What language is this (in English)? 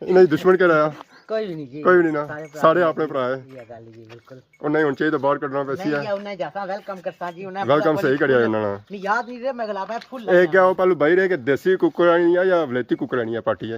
Pahari-Potwari